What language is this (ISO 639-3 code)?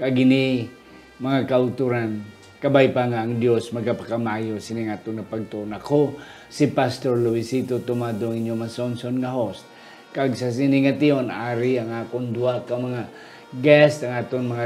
hil